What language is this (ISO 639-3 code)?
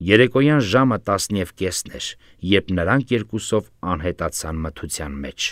hye